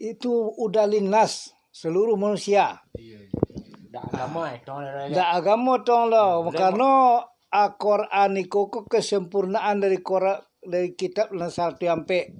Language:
Minangkabau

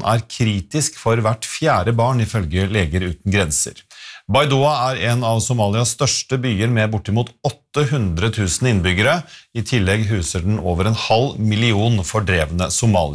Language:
Norwegian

